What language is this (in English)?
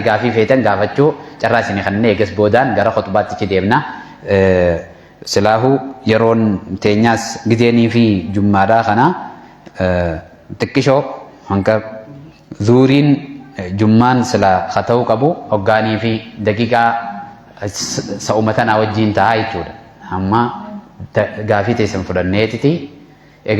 Oromo